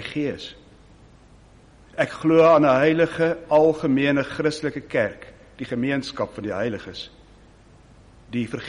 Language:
Afrikaans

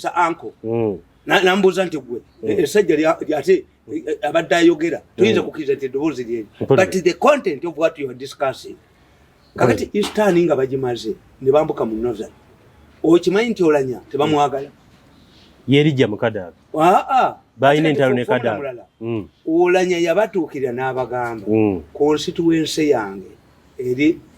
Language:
Ganda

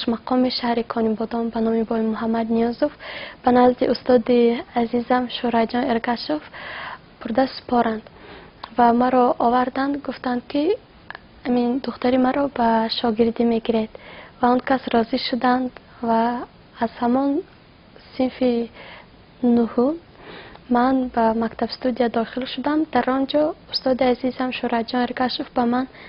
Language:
Tajik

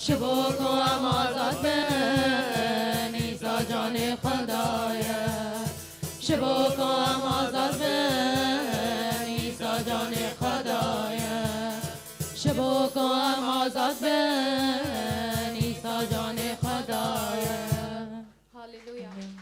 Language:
Kurdish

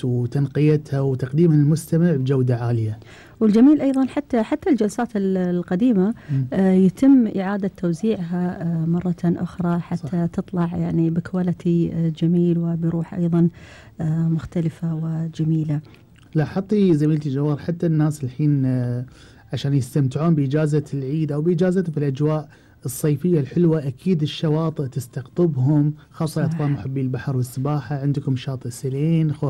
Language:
Gulf Arabic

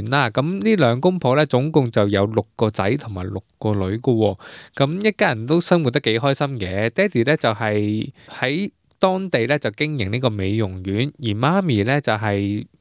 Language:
Cantonese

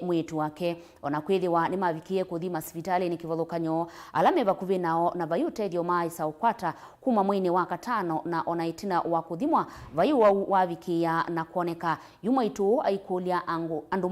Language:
Kamba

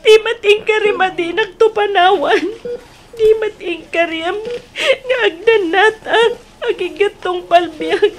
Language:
Iloko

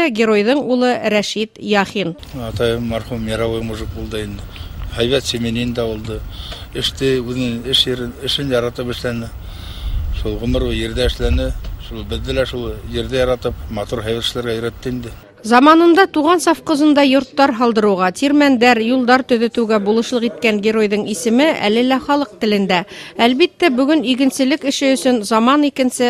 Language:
Bashkir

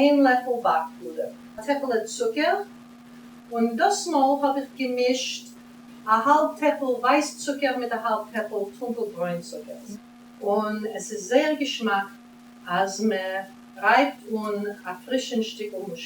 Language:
Yiddish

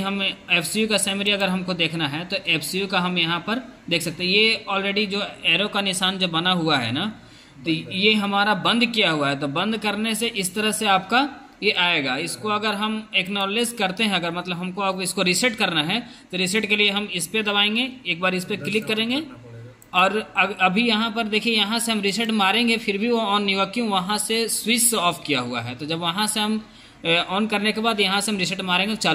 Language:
Hindi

